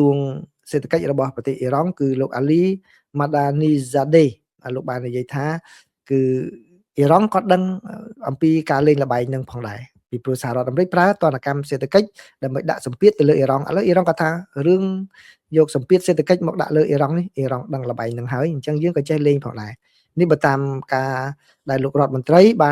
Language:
Khmer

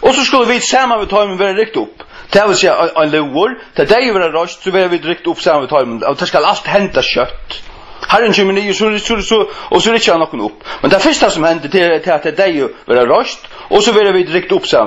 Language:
Faroese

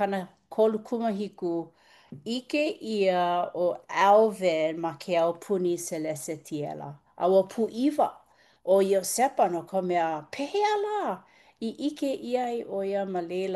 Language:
Hawaiian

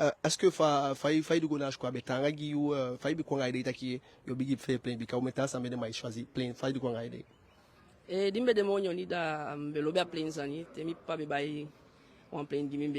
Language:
Eastern Maroon Creole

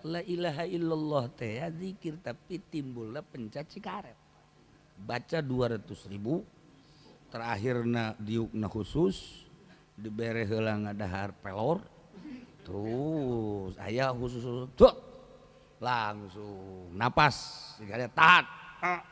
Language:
Sundanese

